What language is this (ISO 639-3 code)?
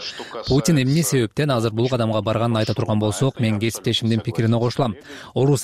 kir